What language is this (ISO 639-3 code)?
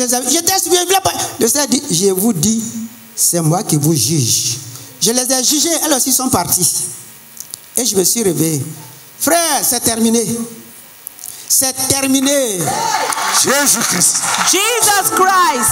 fra